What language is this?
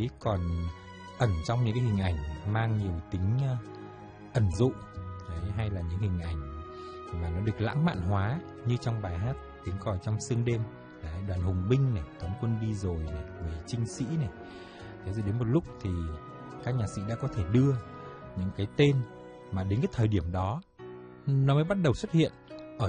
Vietnamese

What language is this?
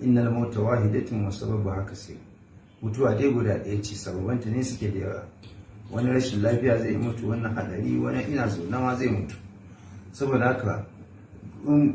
Hausa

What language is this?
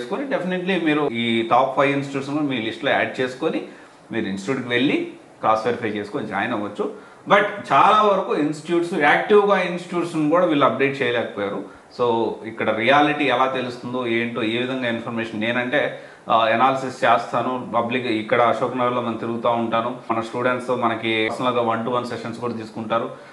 Telugu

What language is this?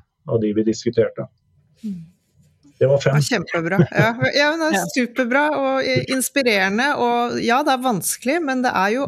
Norwegian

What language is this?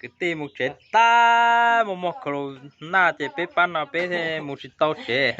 Hmong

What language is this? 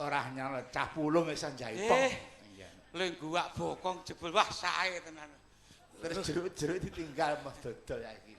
Javanese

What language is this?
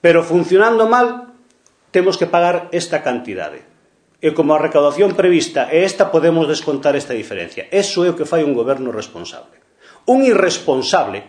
Galician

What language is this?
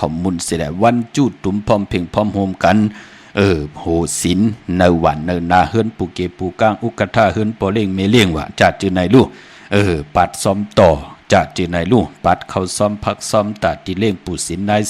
Shan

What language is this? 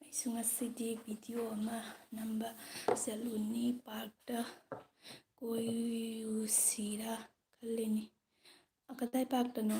Manipuri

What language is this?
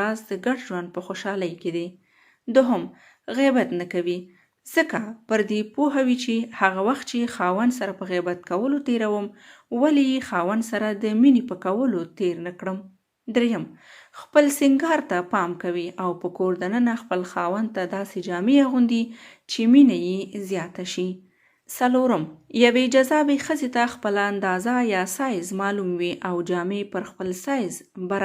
Pashto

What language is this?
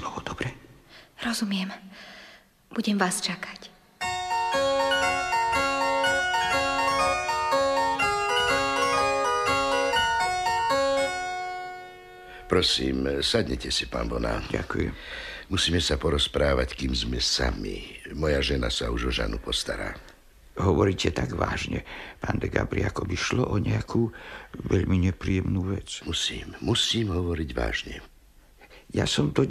Slovak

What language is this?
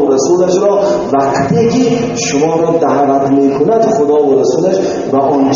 Tajik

